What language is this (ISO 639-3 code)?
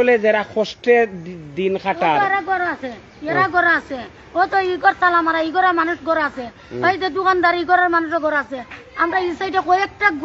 syl